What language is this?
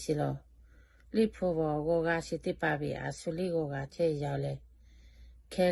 Lahu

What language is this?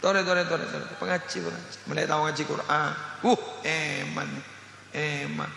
Madurese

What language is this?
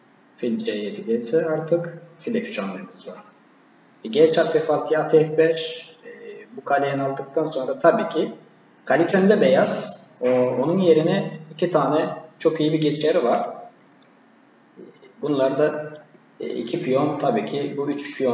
Turkish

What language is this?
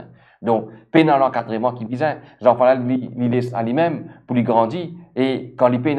Morisyen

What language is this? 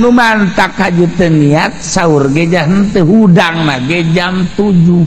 Sundanese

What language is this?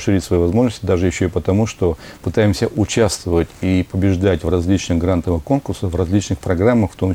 Russian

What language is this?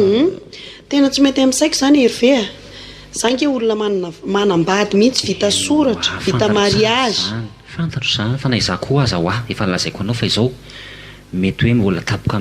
Malagasy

